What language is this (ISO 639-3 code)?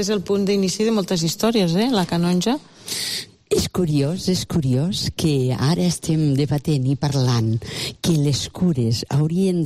cat